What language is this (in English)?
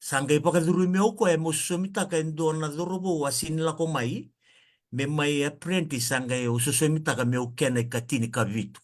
Fijian